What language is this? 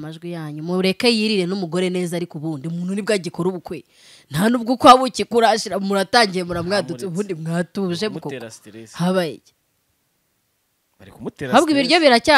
Kinyarwanda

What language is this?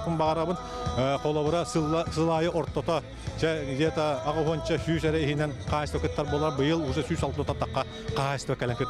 Yakut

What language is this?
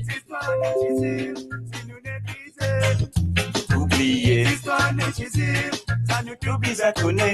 Morisyen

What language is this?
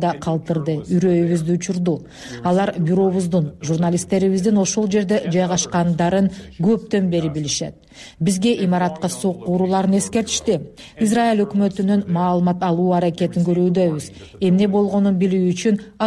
Kyrgyz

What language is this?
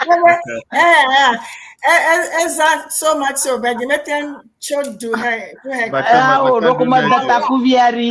Ewe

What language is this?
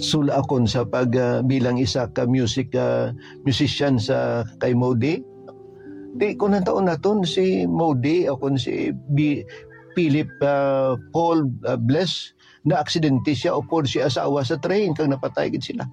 Hiligaynon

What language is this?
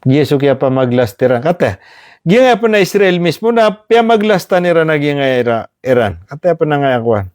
Maranao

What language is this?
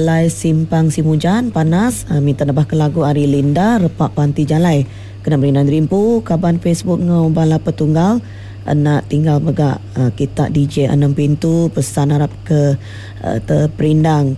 Iban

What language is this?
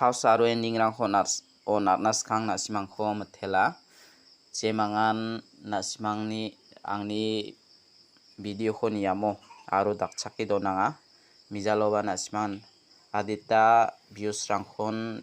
Garo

